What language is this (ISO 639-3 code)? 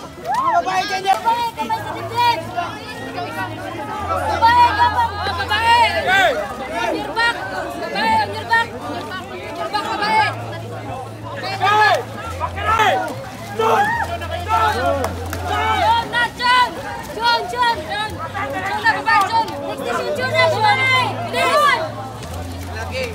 fil